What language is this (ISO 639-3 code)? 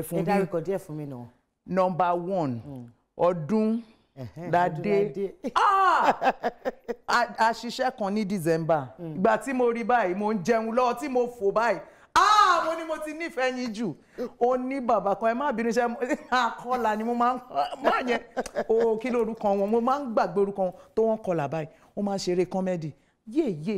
yor